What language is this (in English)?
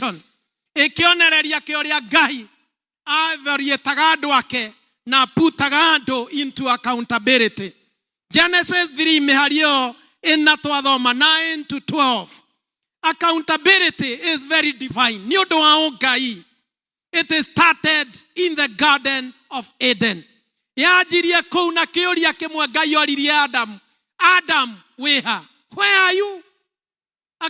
Kikuyu